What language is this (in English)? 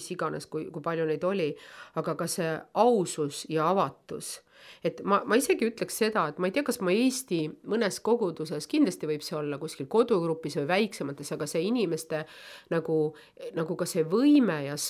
Estonian